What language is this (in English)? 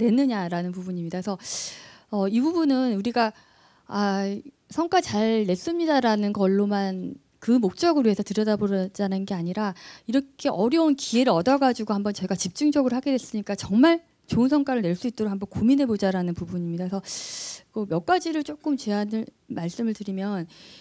Korean